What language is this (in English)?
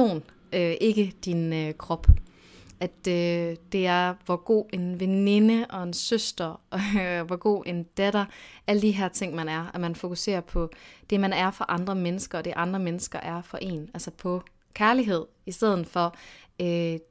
Danish